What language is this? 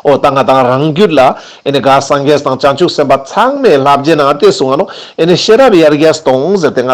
Ladakhi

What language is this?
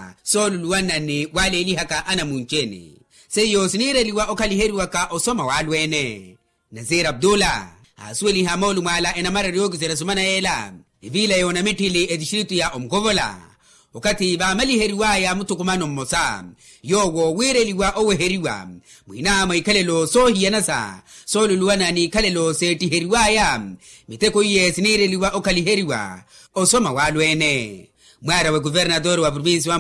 Makhuwa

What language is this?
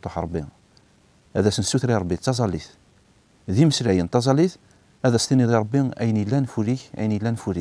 Kabyle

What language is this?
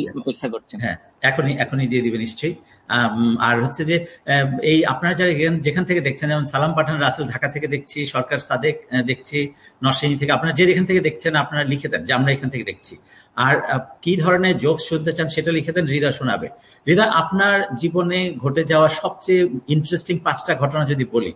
Bangla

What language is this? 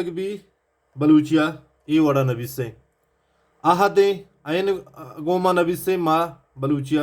Baluchi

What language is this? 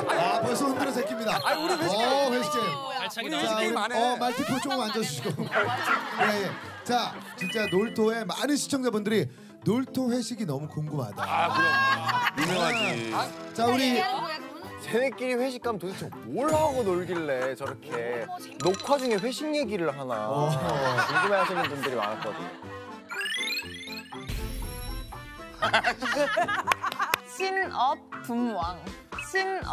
Korean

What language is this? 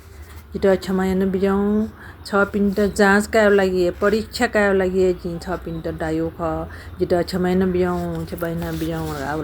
Newari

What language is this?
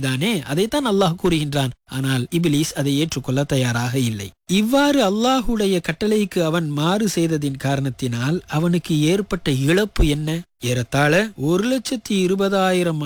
Tamil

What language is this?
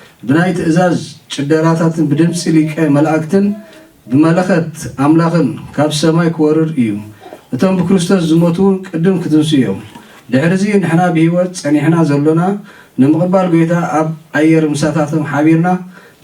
Tigrinya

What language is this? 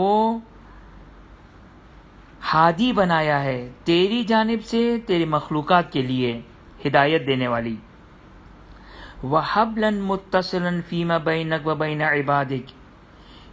Urdu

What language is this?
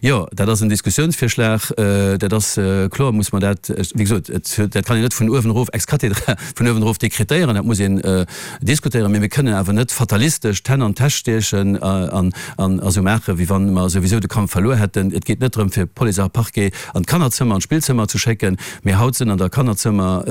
Luxembourgish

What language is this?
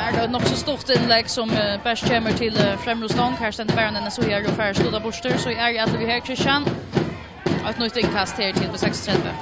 Faroese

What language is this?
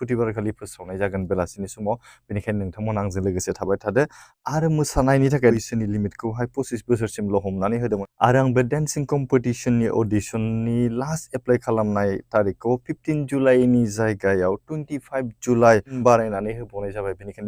Bodo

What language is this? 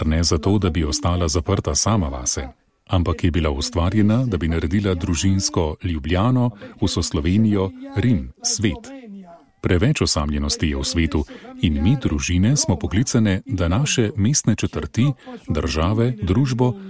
Slovenian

